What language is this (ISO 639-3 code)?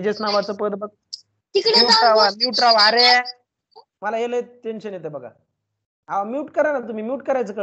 mar